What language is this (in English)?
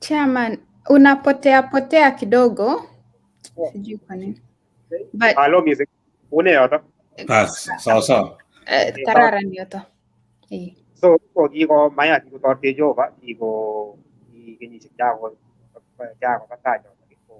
Kalenjin